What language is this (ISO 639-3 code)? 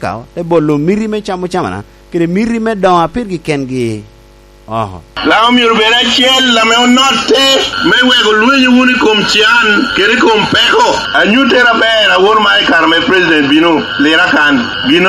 laj